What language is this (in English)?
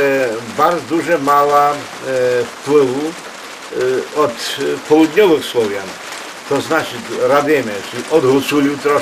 Rusyn